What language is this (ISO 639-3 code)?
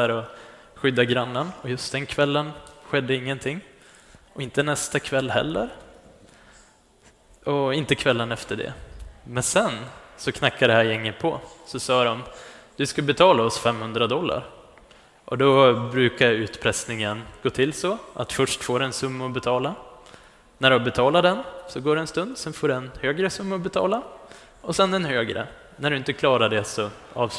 swe